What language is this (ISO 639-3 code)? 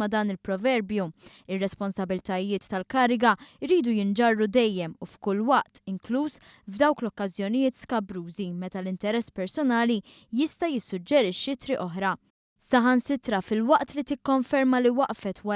mlt